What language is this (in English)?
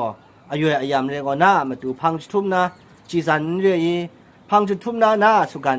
Kachin